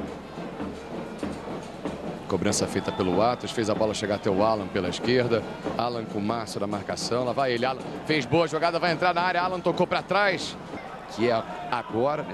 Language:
Portuguese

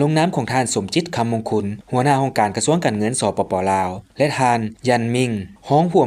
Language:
Lao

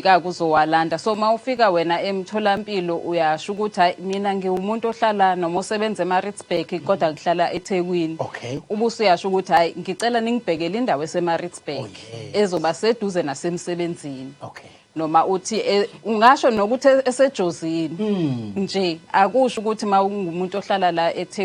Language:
Zulu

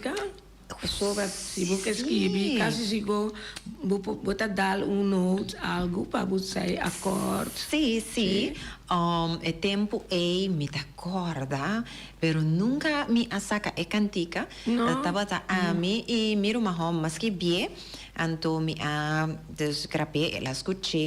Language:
Papiamento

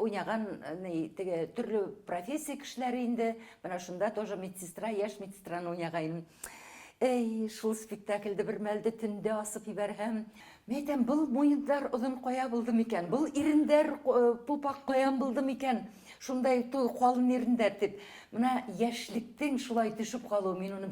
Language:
Bashkir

